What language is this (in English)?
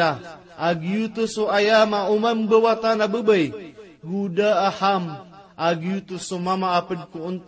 Maranao